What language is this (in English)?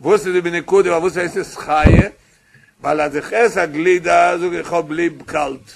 Yiddish